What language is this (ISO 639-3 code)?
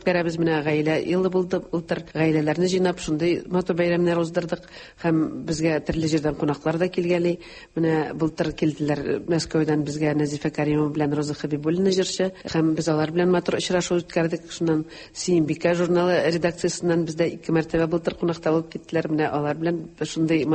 tat